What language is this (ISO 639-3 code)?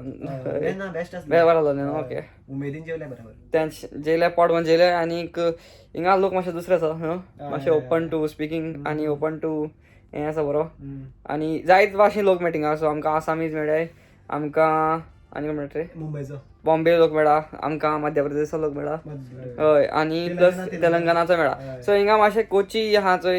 kok